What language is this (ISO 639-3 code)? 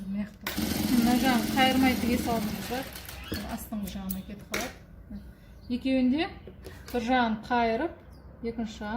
kaz